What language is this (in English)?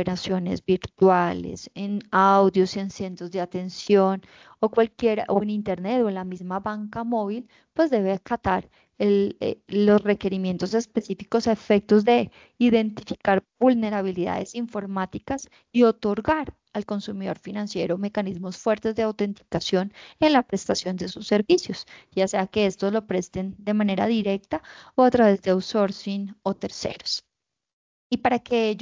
Spanish